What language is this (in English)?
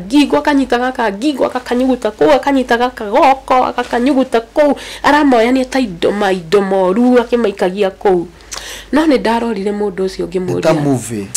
Kikuyu